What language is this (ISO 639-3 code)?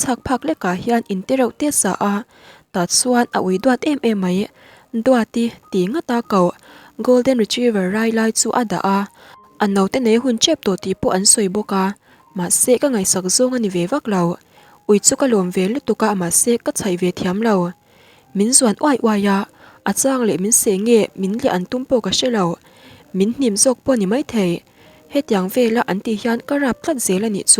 lus